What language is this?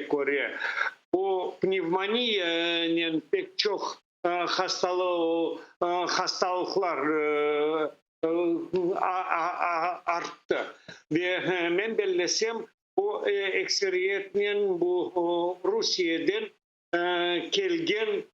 Crimean Tatar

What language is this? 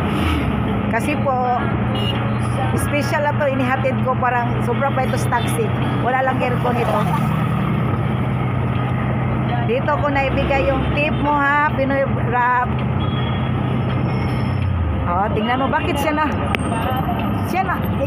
Filipino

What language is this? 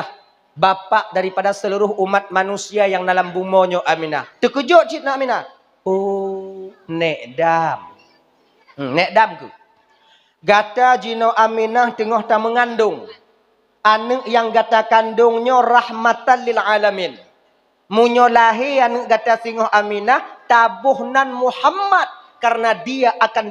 Achinese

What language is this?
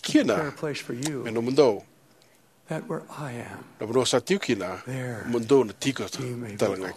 Fijian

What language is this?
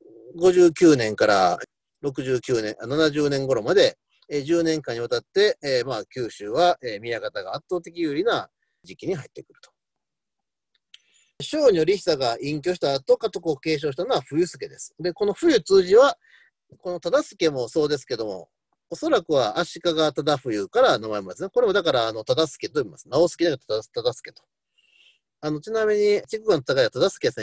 Japanese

